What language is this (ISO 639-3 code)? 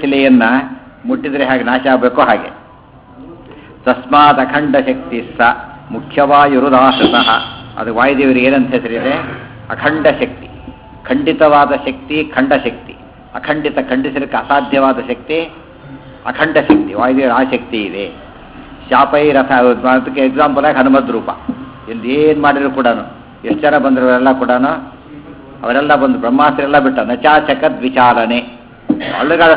kan